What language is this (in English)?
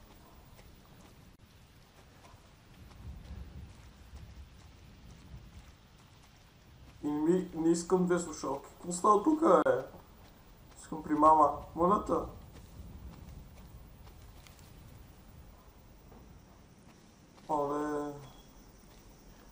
Bulgarian